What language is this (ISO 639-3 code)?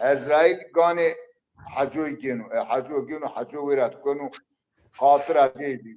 zza